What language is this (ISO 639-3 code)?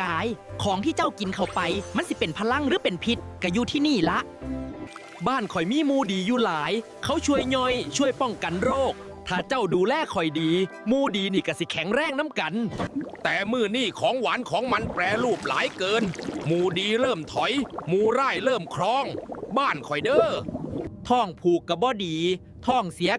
lao